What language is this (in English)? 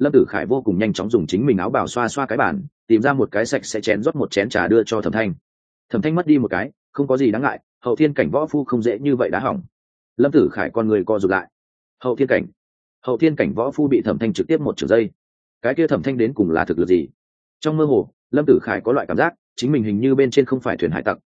Vietnamese